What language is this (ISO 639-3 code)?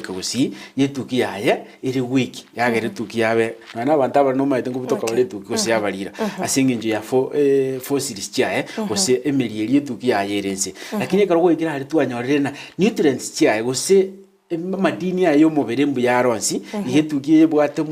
guz